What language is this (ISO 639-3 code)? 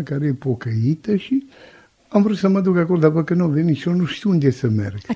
ron